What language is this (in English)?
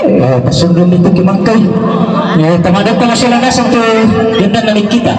Toraja-Sa'dan